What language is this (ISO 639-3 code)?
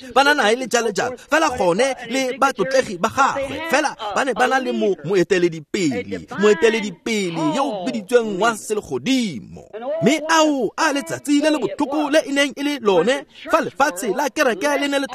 tsn